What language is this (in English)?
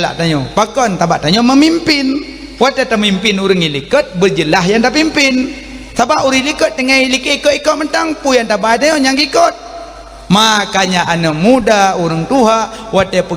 Achinese